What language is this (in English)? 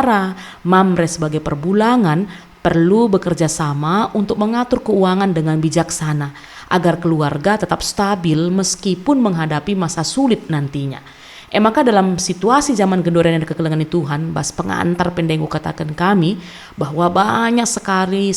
Batak Karo